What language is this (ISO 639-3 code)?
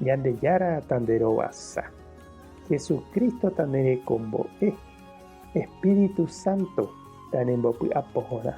grn